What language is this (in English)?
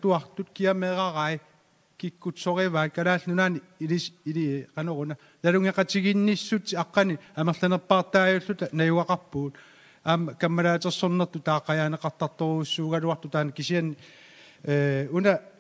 Kalaallisut